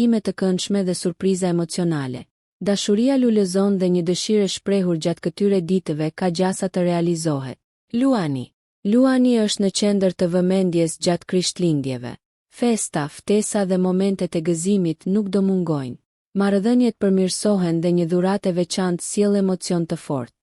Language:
Albanian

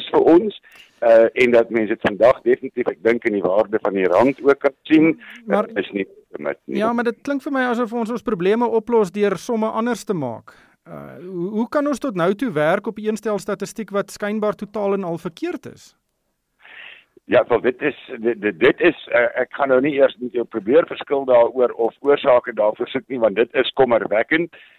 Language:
Afrikaans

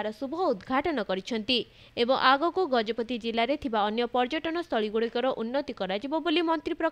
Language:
Odia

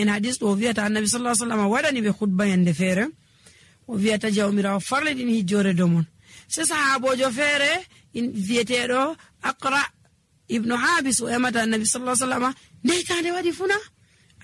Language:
Nigerian Fulfulde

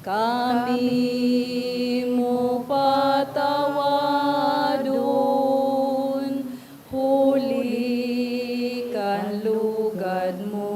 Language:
Bikol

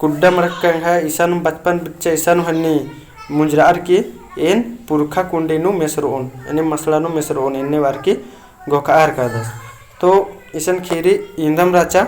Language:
Kurukh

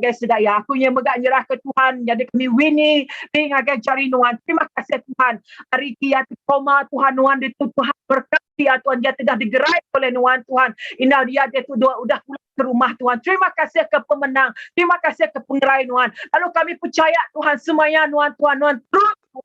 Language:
Iban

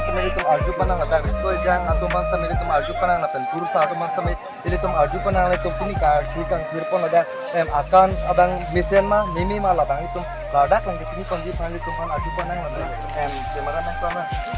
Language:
Karbi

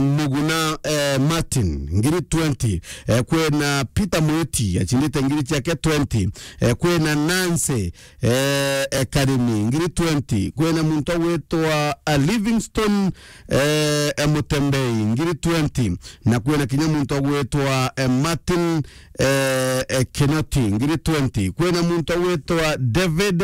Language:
Meru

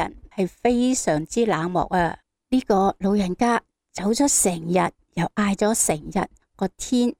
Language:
Cantonese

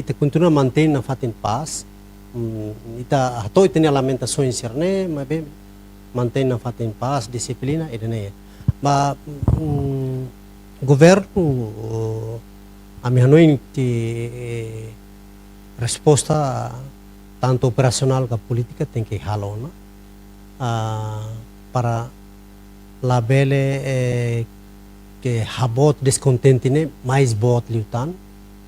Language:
Tetum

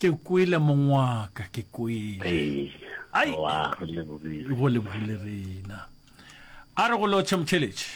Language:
Northern Sotho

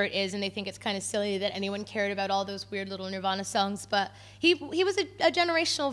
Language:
English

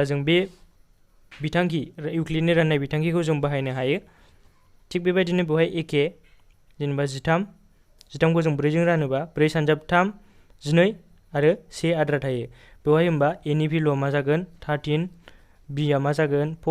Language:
Bodo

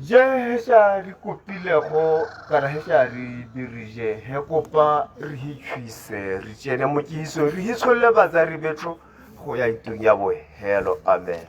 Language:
Tswana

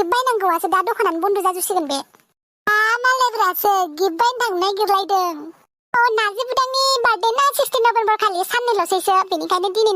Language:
Bodo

